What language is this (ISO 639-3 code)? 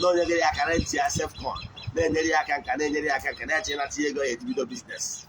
ibo